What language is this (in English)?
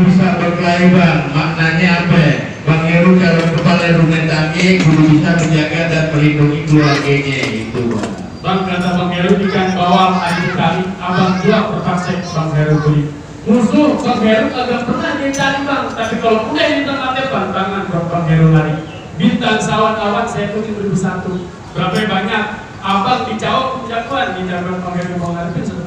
Betawi